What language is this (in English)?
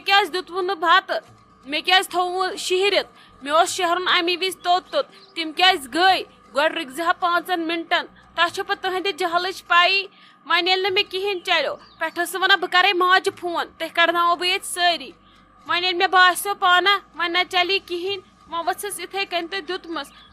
Kashmiri